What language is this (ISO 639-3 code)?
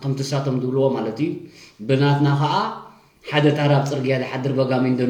tir